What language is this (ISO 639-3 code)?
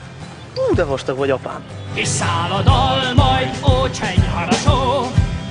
hun